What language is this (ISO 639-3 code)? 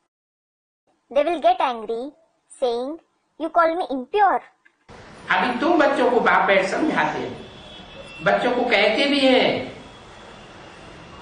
hin